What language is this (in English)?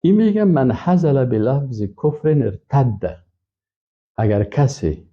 Persian